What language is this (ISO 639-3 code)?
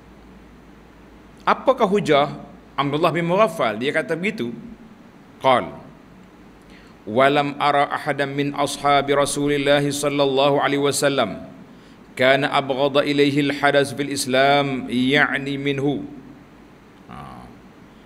msa